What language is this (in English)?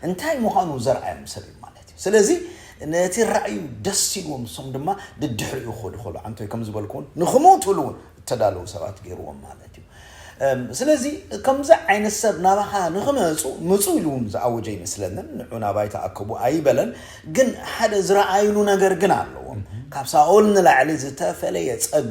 Tigrinya